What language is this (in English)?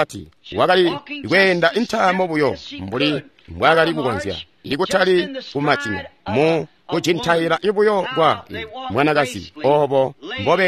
Tonga (Zambia)